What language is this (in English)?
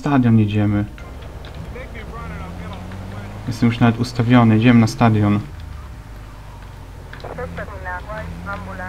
Polish